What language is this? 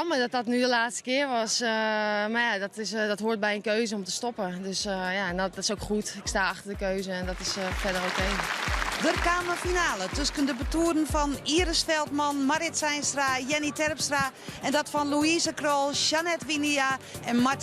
Western Frisian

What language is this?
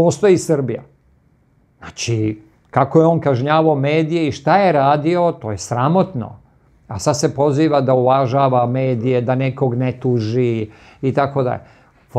Serbian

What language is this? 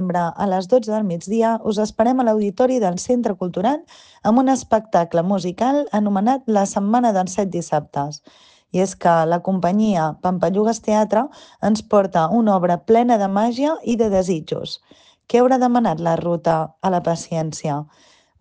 Catalan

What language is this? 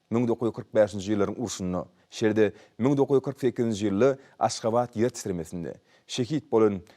Turkmen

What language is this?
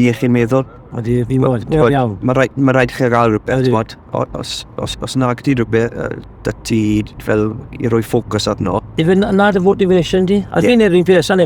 Welsh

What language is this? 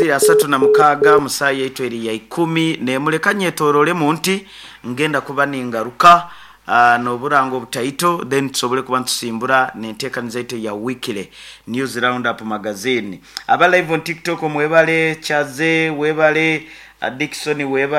Nyankole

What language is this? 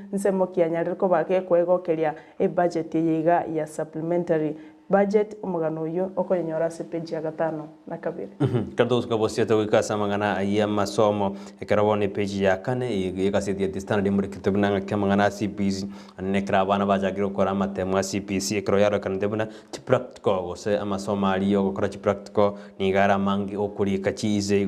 Gusii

